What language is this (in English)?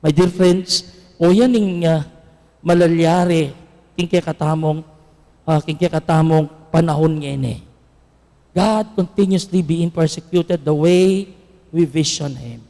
Pampanga